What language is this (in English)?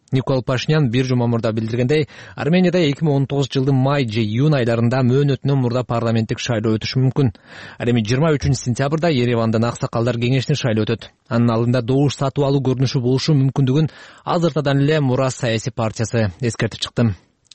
Kyrgyz